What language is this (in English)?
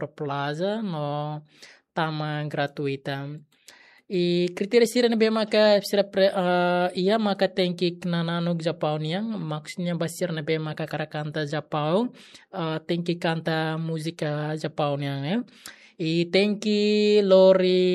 Tetum